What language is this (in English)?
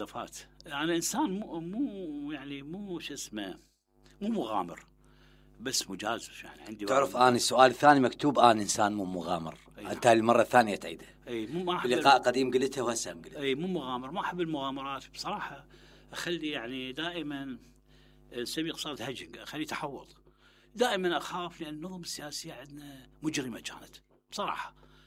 Mesopotamian Arabic